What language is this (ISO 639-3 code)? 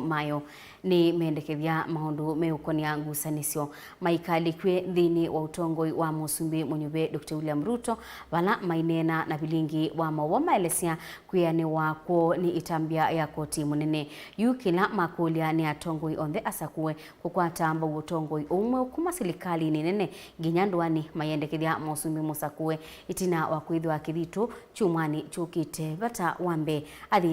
kam